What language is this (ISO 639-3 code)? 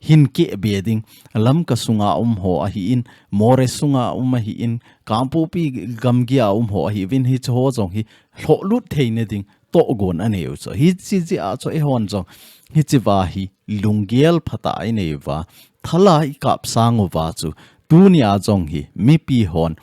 tcz